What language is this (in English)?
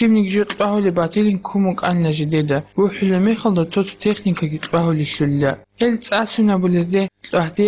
Avaric